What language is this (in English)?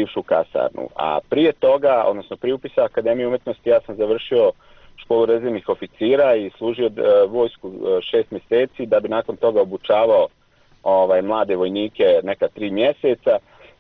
Bosnian